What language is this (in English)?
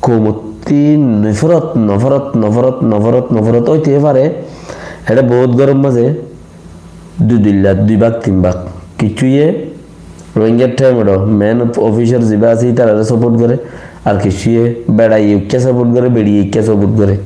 Rohingya